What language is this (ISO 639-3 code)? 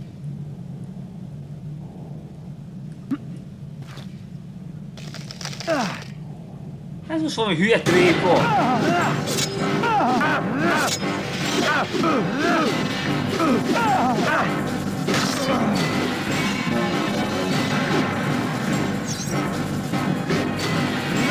hun